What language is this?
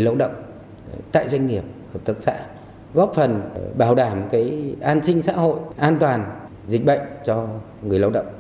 Vietnamese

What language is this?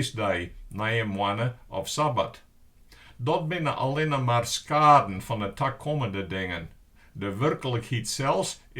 Western Frisian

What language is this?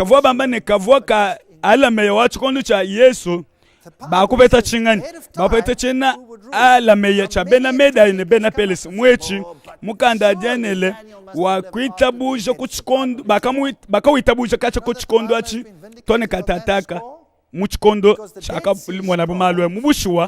Luba-Lulua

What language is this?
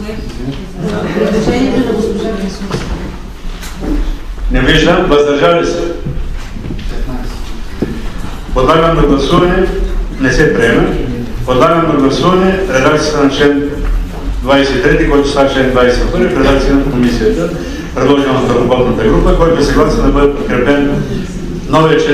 Bulgarian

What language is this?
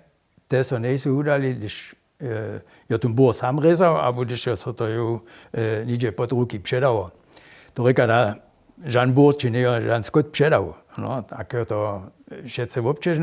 Upper Sorbian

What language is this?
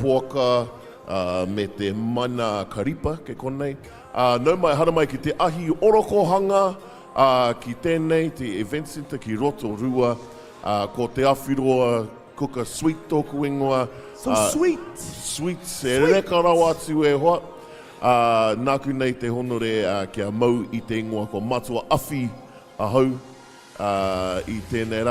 Māori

